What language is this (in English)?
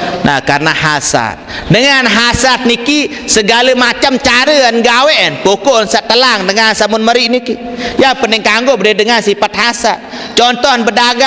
Sasak